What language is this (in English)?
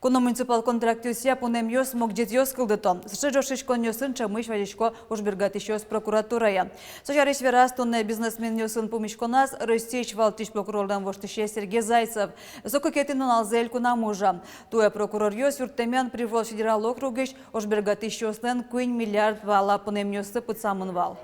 Udmurt